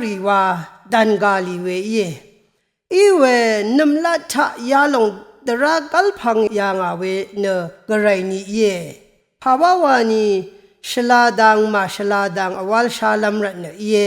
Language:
Rawang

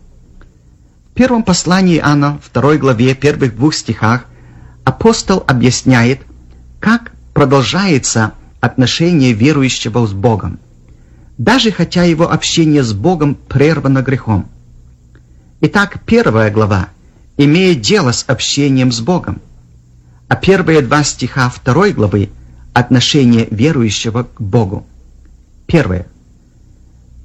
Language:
Russian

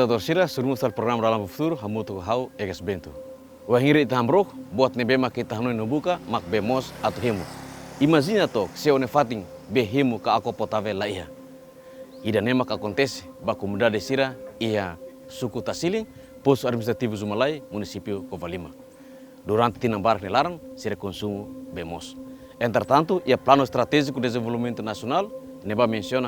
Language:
Tetum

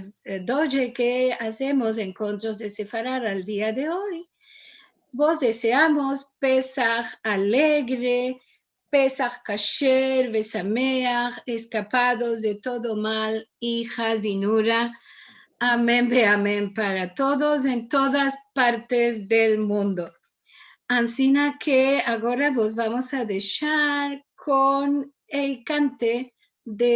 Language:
Ladino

